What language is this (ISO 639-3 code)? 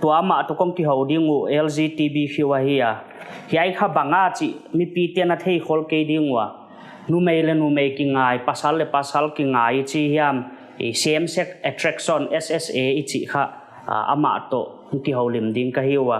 pck